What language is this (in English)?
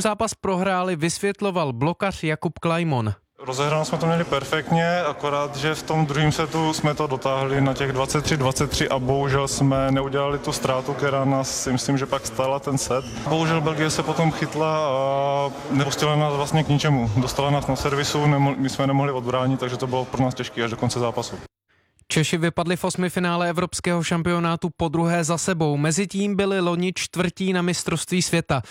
Czech